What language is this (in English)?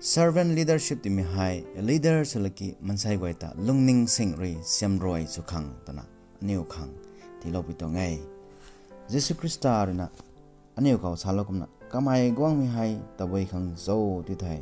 Rongmei Naga